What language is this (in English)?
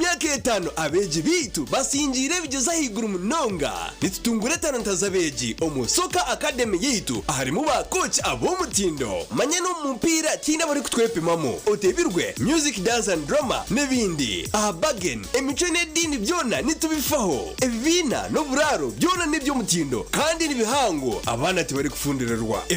Nyankole